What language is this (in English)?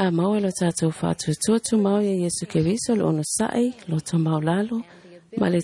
Samoan